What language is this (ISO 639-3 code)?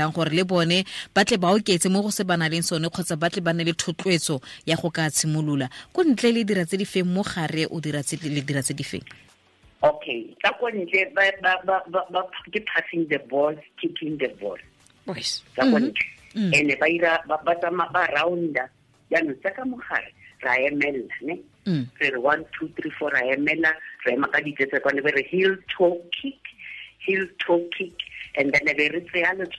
tsn